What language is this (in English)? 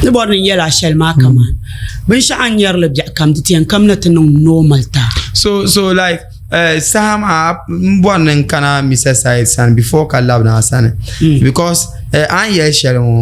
Dagbani